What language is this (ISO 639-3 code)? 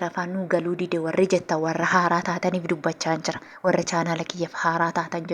orm